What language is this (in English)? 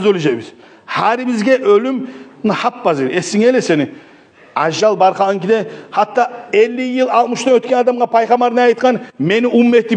Kumyk